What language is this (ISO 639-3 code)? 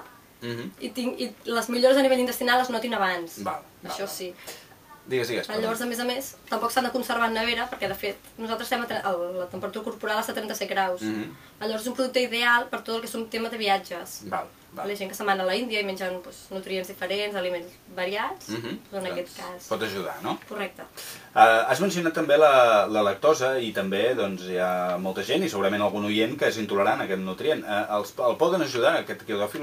cat